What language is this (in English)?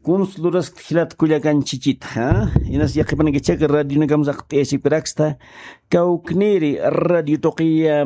Aymara